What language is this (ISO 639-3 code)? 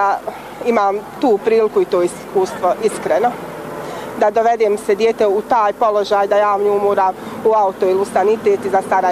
bos